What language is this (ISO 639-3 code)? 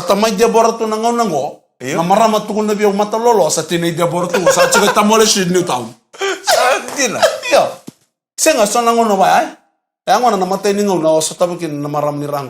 fij